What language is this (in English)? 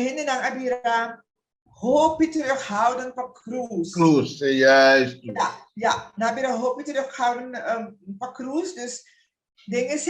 Papiamento